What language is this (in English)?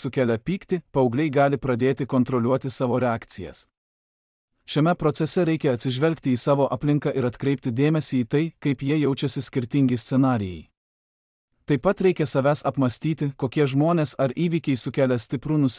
Lithuanian